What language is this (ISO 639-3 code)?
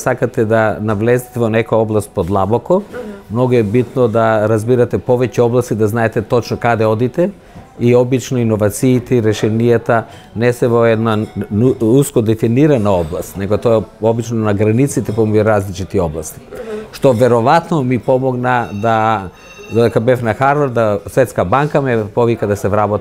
mkd